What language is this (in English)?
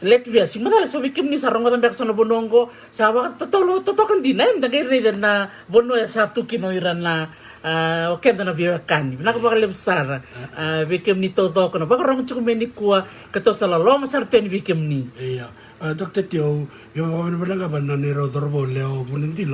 Fijian